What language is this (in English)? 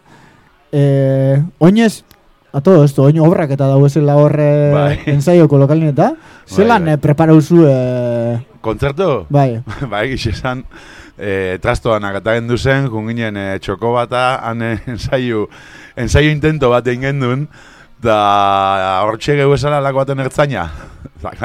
Basque